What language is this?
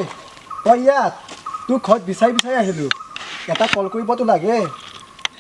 Assamese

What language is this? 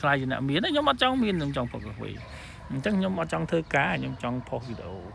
Khmer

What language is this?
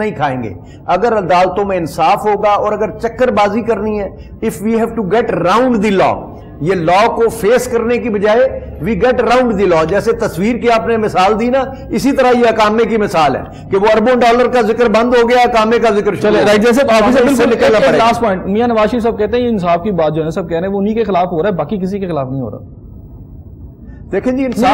Urdu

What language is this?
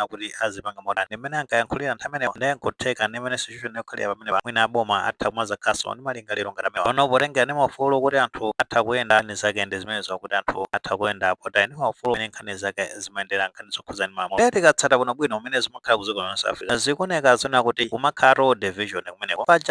Nyanja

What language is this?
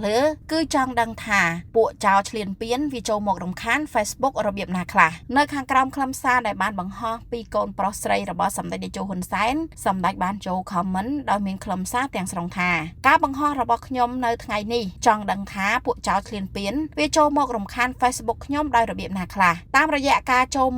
Khmer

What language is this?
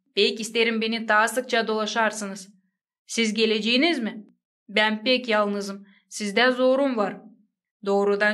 Gagauz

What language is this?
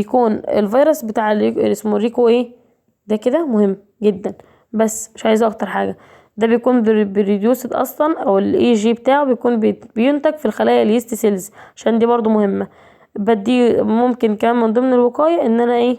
Egyptian Arabic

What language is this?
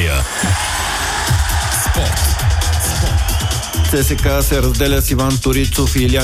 Bulgarian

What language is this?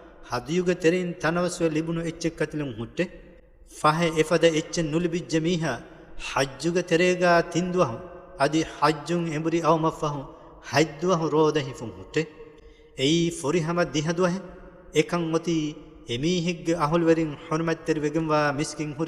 Divehi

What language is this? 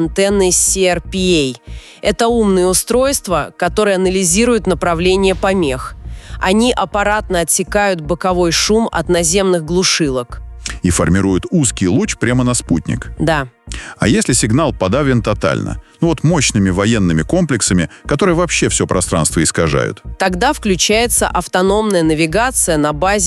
Russian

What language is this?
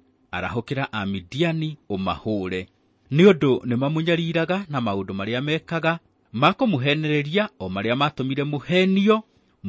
Kikuyu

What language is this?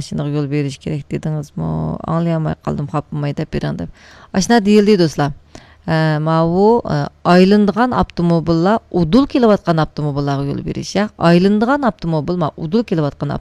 Uyghur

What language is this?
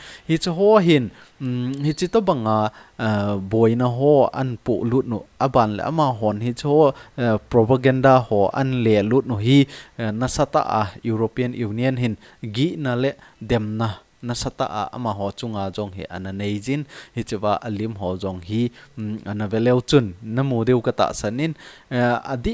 Thado Chin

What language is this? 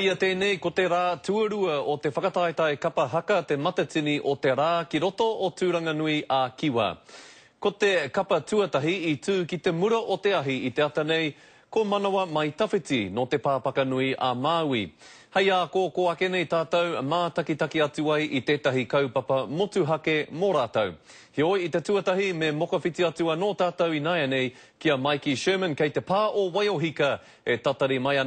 Māori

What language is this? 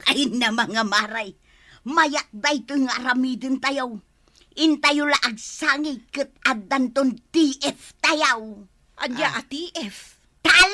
Iloko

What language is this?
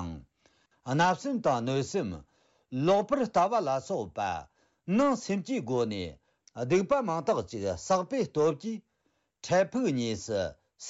Tibetan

